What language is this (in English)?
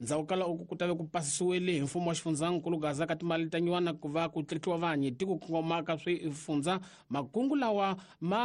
Tsonga